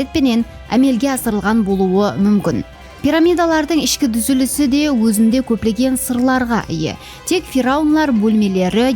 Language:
Kara-Kalpak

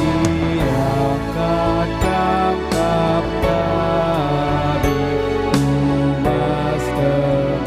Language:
Batak Karo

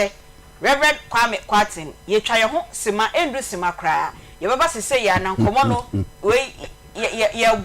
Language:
Akan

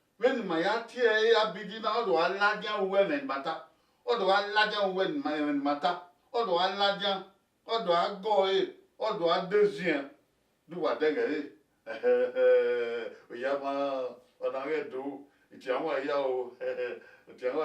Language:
Bini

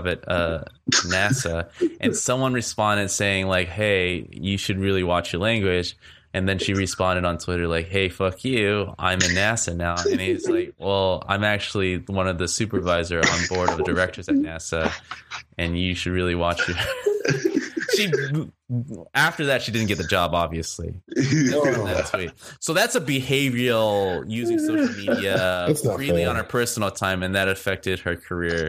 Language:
English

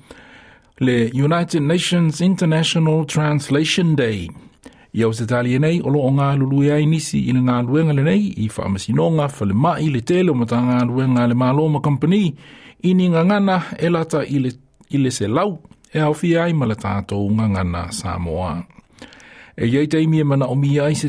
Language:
Samoan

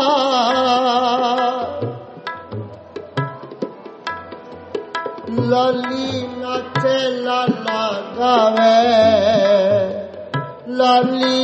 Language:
Punjabi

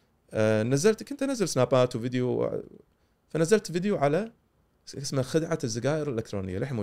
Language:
Gulf Arabic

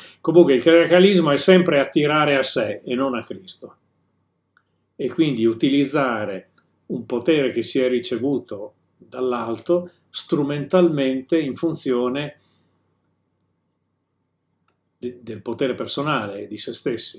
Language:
Italian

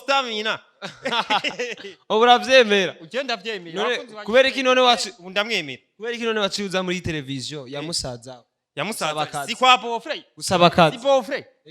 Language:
Rundi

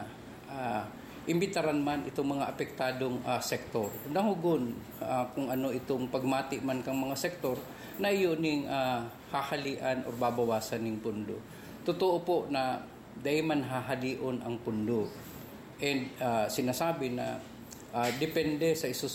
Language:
Bikol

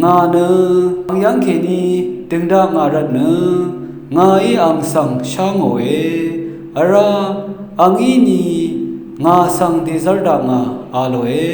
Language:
Rawang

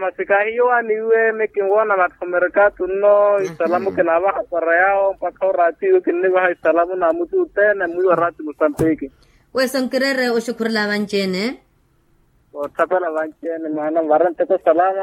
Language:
Makhuwa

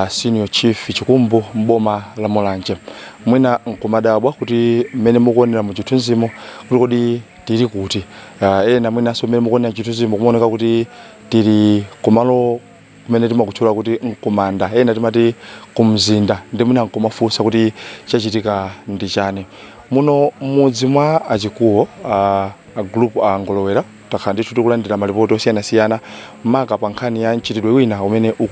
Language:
Nyanja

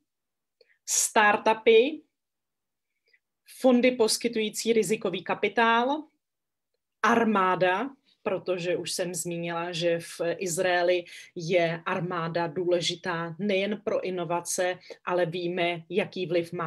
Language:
Czech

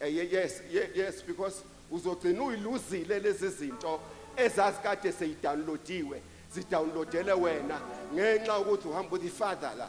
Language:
Zulu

